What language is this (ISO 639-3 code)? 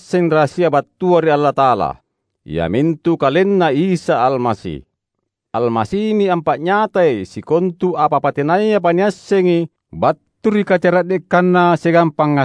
mak